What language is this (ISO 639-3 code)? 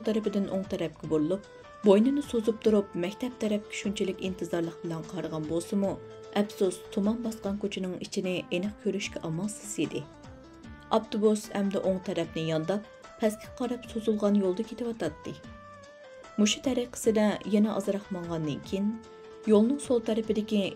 uig